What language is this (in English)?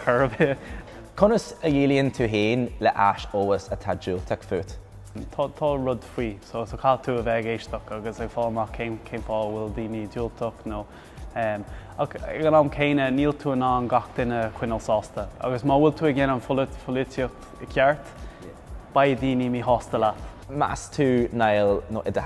Irish